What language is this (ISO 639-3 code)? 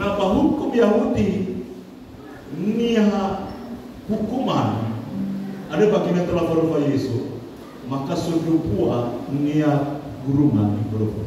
nia